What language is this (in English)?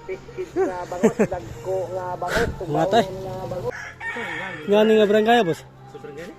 Cebuano